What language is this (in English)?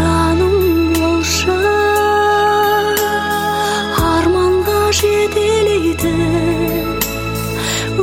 Kazakh